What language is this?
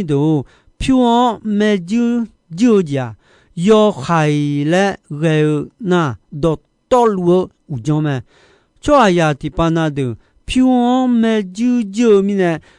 Akha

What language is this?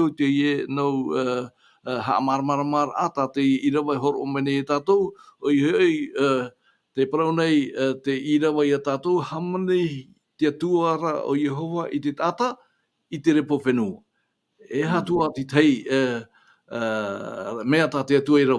Tahitian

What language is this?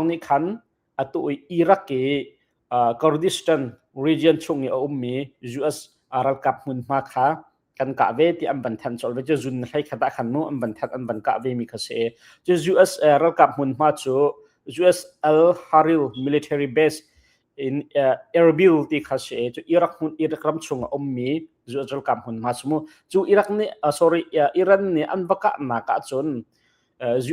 Hakha Chin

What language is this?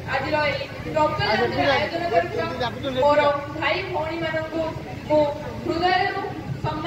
Odia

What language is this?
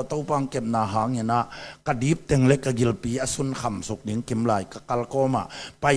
Tedim Chin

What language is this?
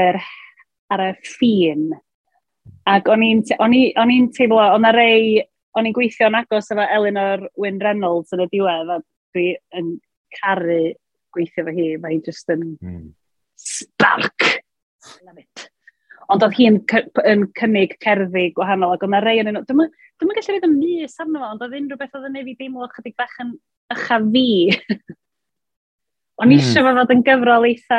Welsh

